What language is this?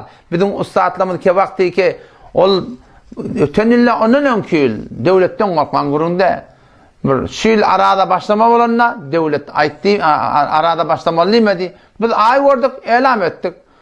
Turkmen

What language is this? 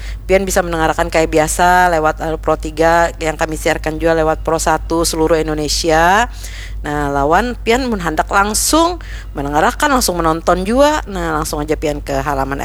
Banjar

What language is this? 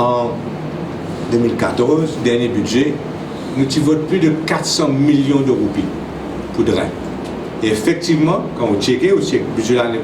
Morisyen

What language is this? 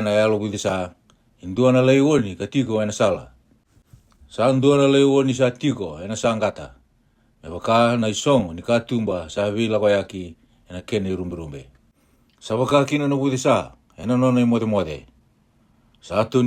Fijian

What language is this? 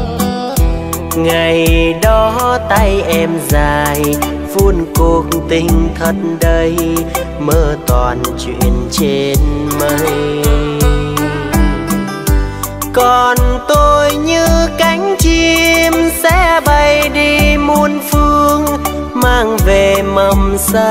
Vietnamese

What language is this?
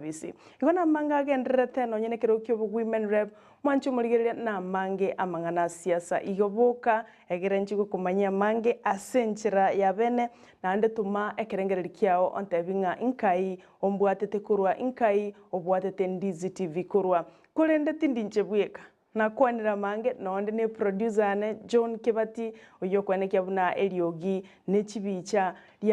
Gusii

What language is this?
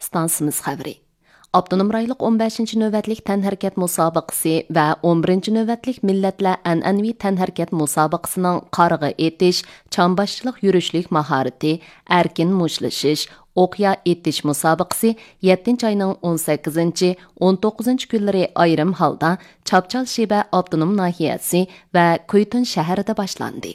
Uyghur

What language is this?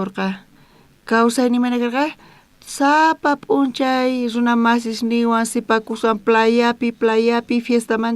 South Bolivian Quechua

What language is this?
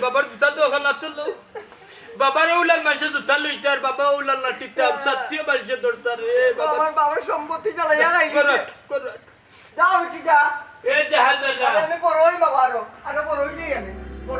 Sylheti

